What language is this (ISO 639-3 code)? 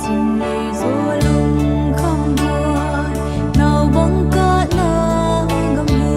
pck